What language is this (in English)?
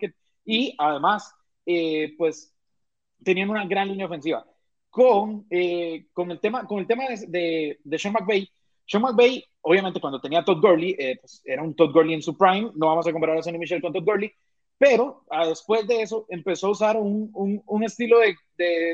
Spanish